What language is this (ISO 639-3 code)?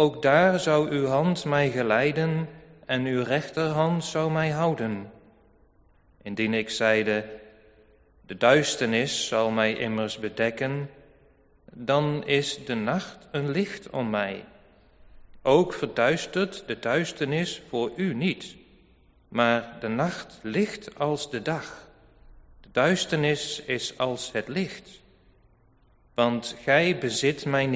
nld